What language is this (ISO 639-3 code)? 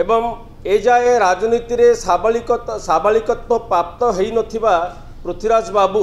ori